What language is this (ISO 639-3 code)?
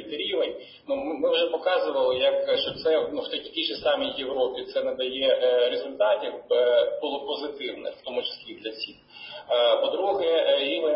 ukr